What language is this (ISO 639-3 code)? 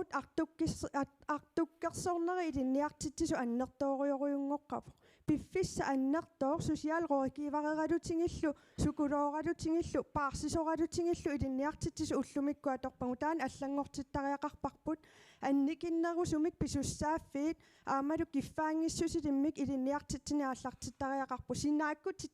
kal